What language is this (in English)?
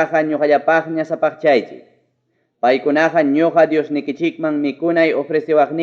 Ayacucho Quechua